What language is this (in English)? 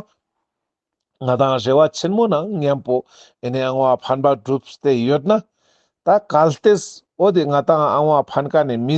Ladakhi